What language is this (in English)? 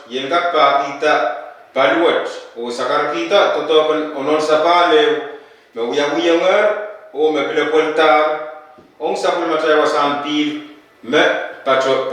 Pohnpeian